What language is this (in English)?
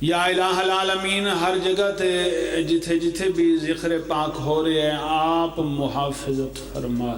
Pahari-Potwari